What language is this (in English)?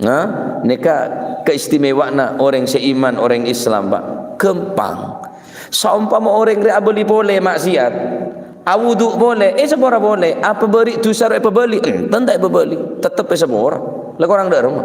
Madurese